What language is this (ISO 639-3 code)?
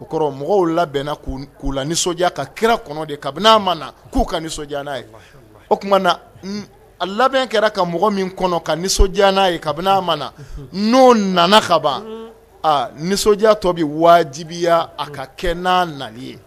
bam